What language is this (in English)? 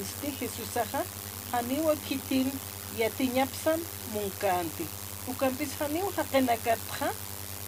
Aymara